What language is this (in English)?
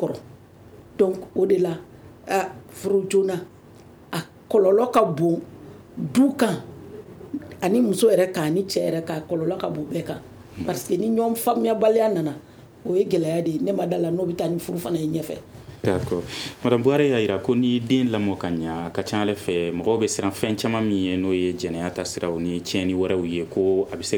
Bambara